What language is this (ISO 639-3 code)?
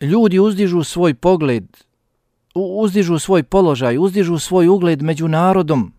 bos